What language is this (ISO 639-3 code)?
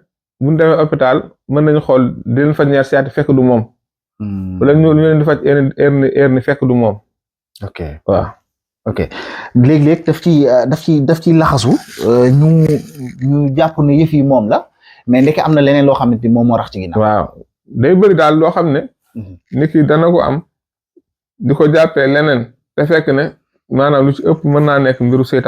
wol